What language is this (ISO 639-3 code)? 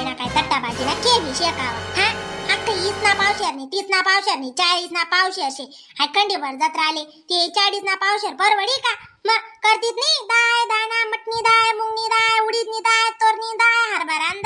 khn